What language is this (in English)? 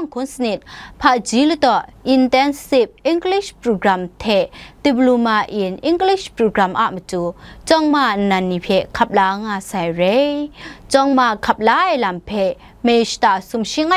Kachin